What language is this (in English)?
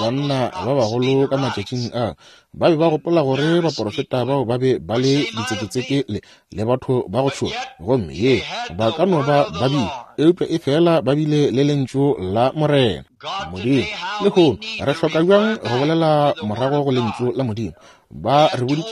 Northern Sotho